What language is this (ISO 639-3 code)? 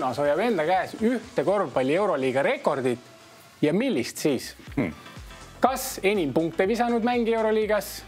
est